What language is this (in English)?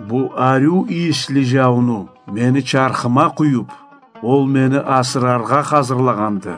Karachay-Balkar